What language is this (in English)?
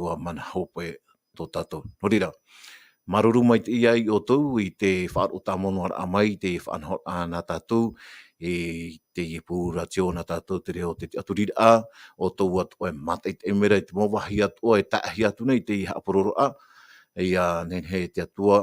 Tahitian